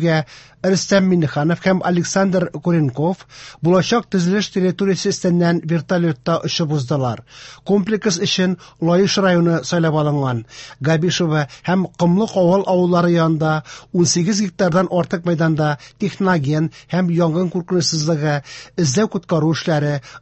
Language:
Tatar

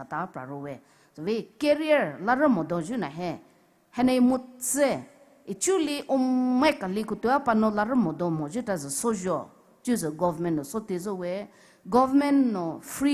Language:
Poumei Naga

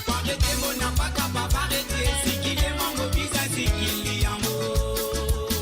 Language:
Morisyen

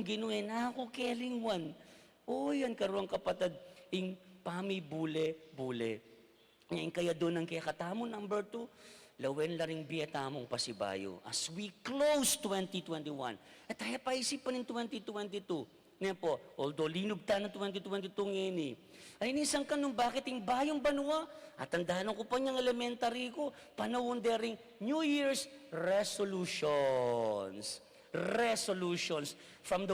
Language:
Pampanga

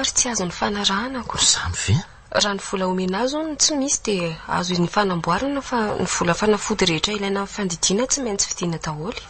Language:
Malagasy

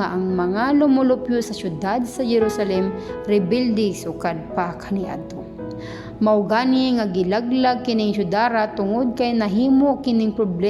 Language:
Cebuano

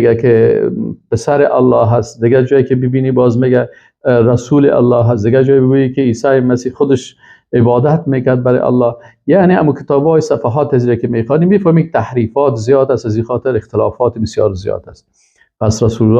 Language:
Persian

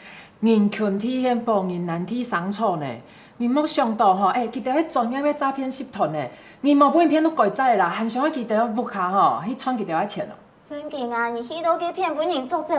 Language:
Hakka Chinese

